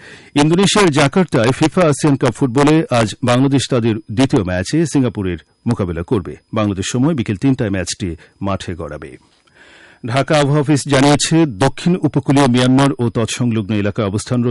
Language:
Bangla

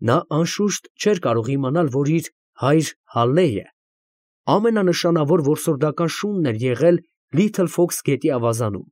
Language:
Armenian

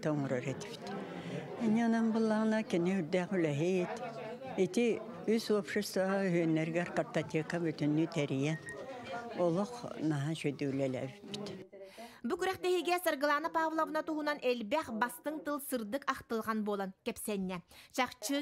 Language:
Yakut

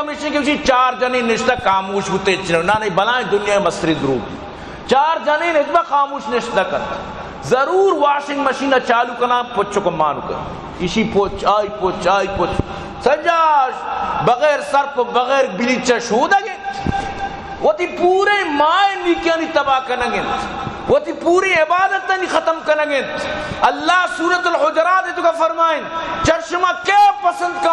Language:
Baluchi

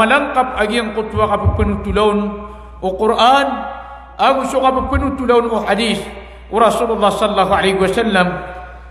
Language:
Maranao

